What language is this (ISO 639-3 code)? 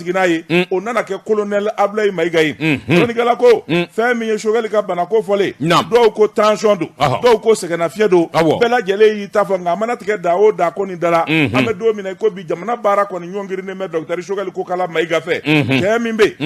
bam